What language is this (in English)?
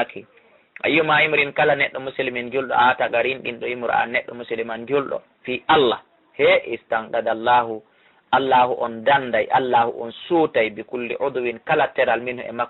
Fula